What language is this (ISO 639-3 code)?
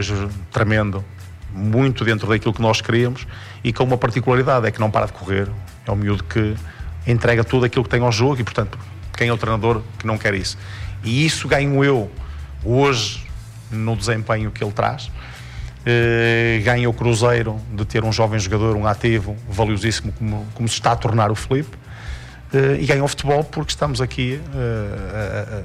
por